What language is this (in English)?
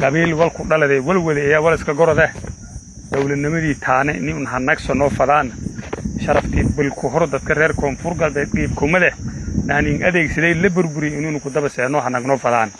Somali